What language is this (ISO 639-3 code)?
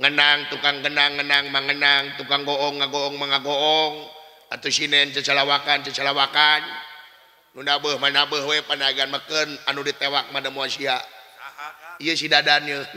sun